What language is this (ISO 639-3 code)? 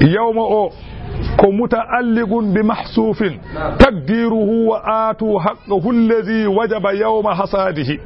ful